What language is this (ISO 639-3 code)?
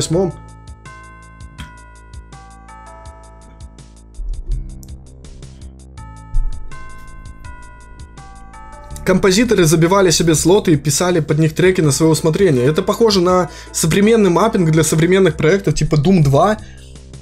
rus